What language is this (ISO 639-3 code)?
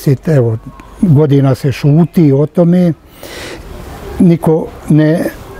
bos